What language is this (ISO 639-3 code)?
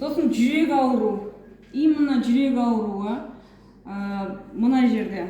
kaz